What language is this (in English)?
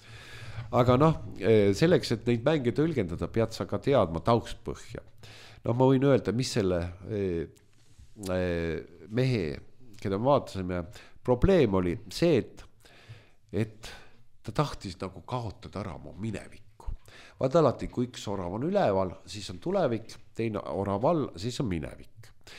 Estonian